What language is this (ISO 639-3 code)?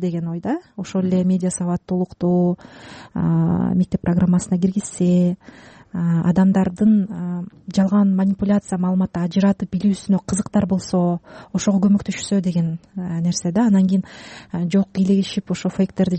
kir